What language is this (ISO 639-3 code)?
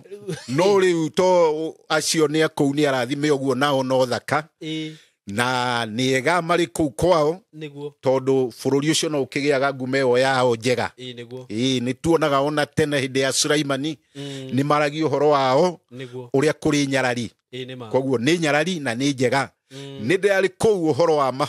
kik